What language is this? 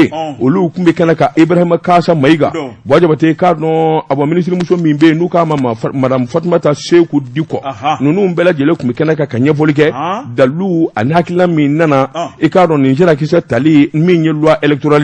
Bambara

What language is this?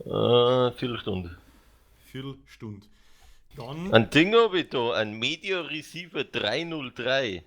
Bavarian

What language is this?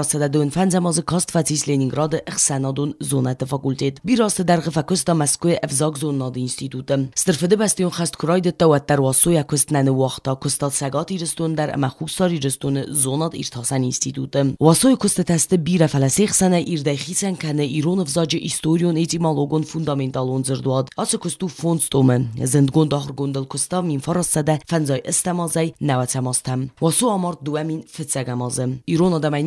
Ossetic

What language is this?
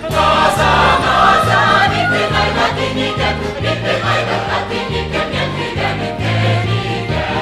Bashkir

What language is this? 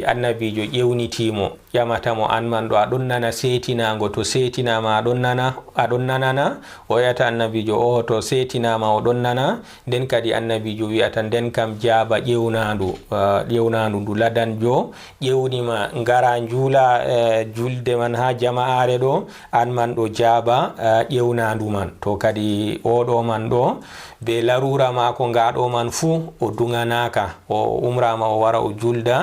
Fula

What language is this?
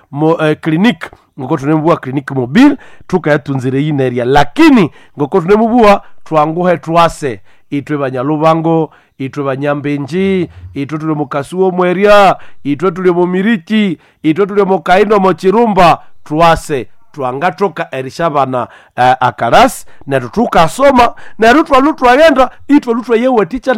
Nande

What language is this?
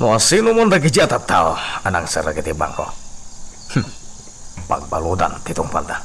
Iloko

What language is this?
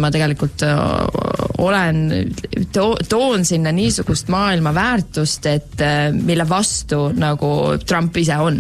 Estonian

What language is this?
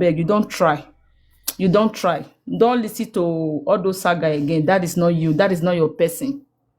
Nigerian Pidgin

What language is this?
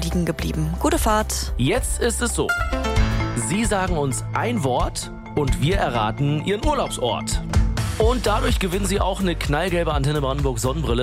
German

